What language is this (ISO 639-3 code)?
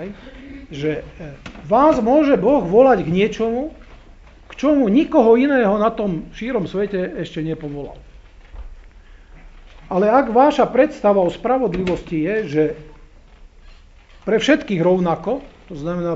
slk